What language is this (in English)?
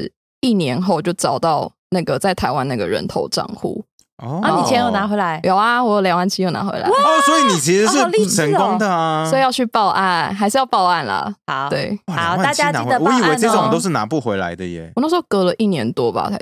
Chinese